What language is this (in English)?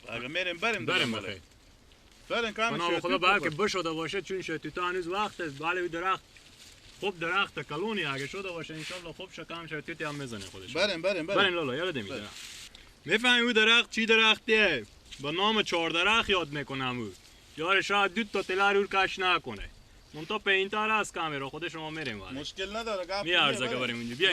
Persian